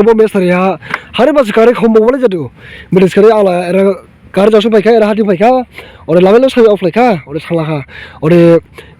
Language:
Dimasa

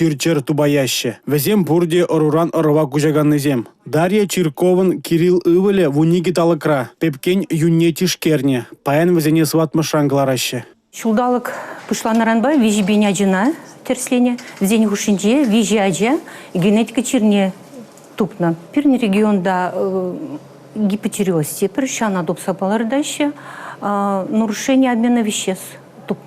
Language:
Chuvash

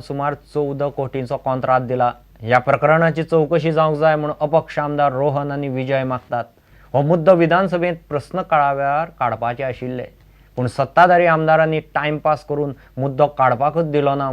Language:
Konkani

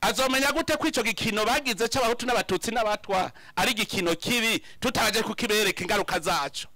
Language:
Rundi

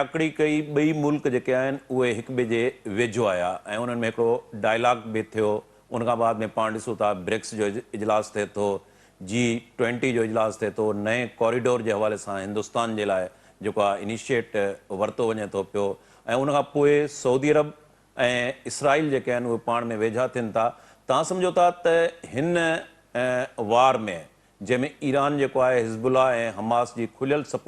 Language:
Sindhi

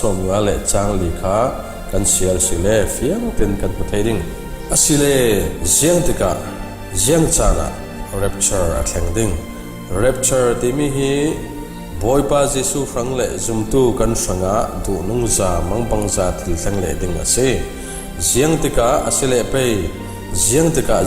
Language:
Falam Chin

